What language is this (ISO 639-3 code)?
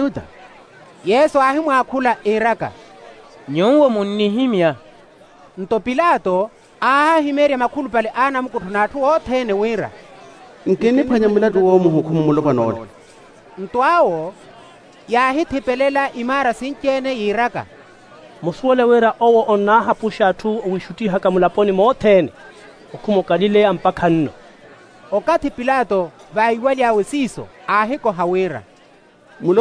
vmw